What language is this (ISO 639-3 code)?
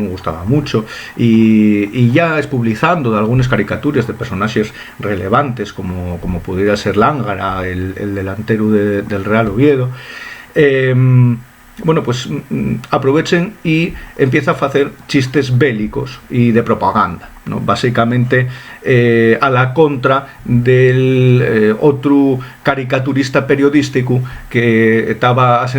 ast